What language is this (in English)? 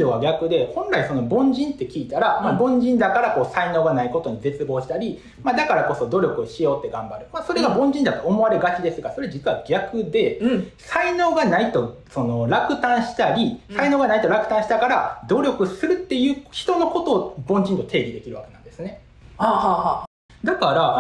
Japanese